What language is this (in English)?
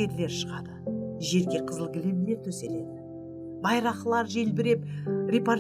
Kara-Kalpak